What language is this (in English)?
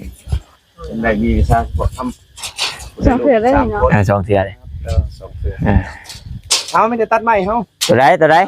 Northeastern Thai